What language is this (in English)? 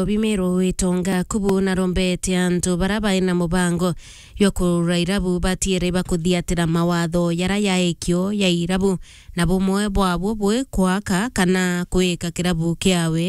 Meru